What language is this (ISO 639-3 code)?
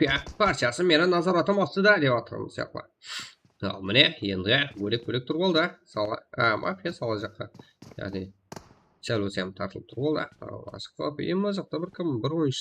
kaa